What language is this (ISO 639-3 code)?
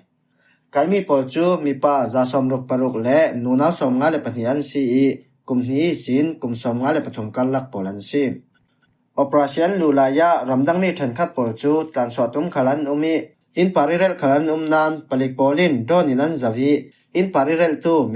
cfm